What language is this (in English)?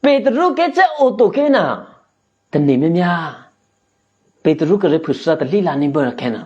Eastern Kayah